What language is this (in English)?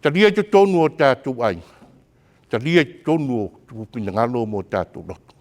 Samoan